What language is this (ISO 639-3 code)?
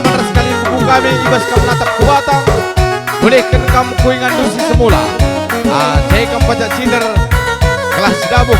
btx